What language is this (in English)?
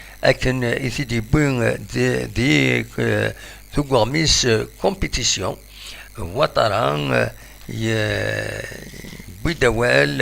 Kabyle